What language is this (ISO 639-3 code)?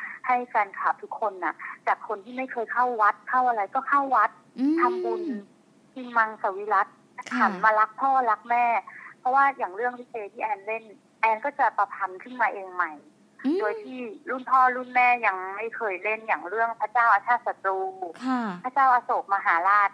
tha